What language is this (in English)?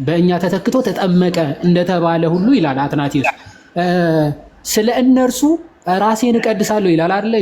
Amharic